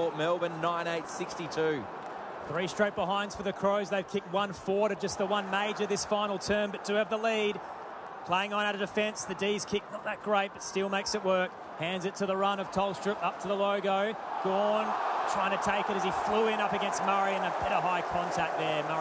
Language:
English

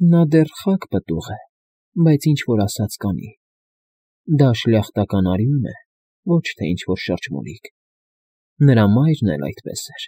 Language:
Armenian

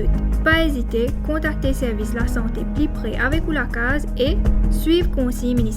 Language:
Morisyen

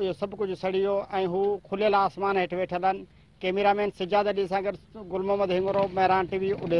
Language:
Sindhi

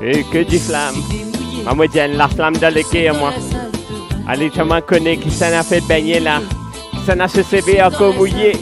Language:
Morisyen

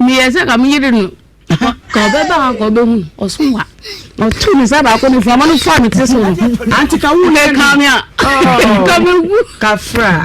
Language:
Akan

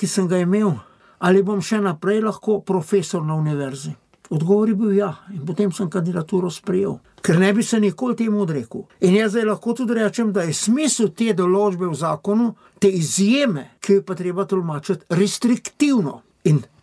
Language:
Slovenian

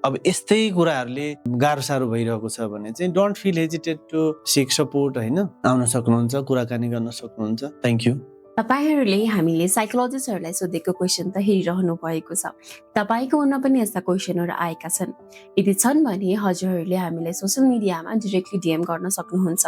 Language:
Nepali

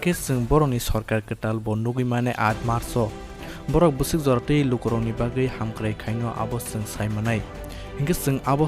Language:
Kok Borok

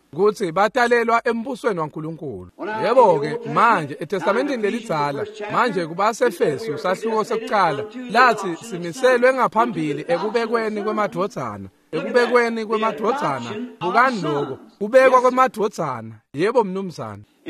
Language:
Swati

